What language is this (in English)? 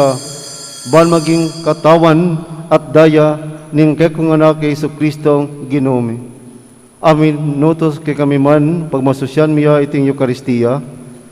Pampanga